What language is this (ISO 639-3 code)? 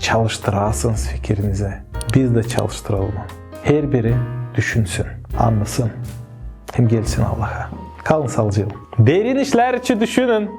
gag